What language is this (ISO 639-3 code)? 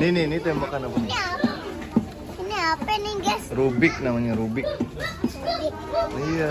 bew